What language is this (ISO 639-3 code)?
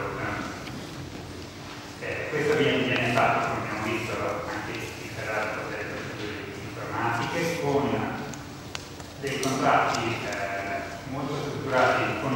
ita